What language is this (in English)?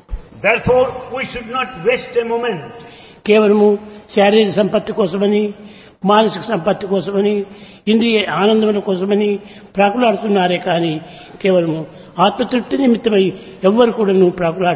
Telugu